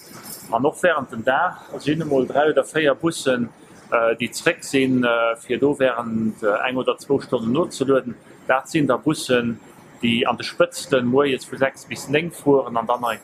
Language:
Luxembourgish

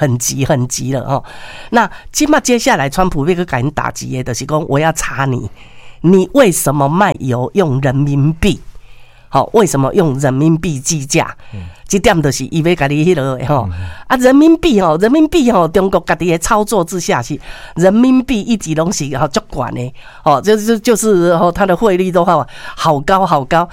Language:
Min Nan Chinese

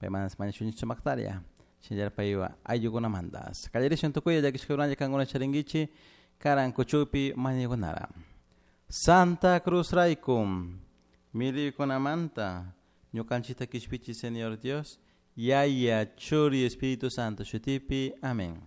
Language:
Chimborazo Highland Quichua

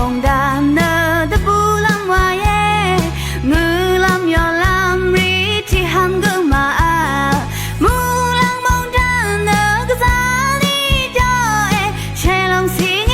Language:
Rawang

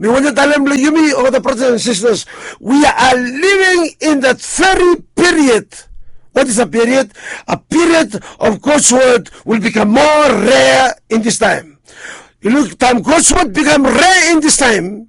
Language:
Bislama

